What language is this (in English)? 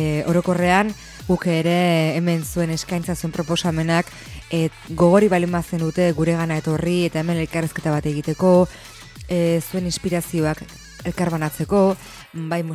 Basque